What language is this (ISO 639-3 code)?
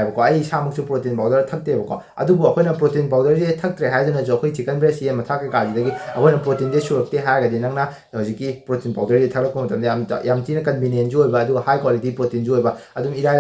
mni